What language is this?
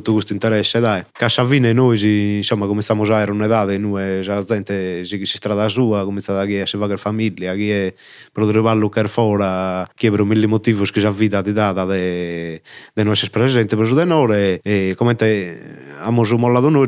Sardinian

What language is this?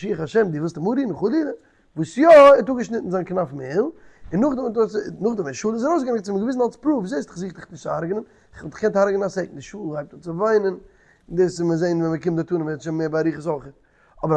Yiddish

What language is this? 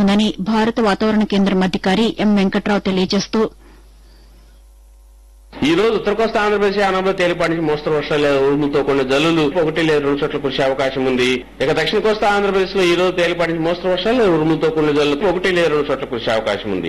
Telugu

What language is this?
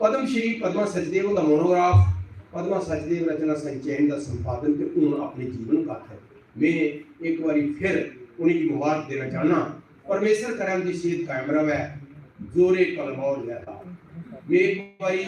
Dogri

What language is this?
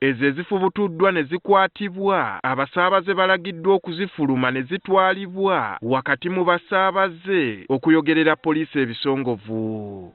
Ganda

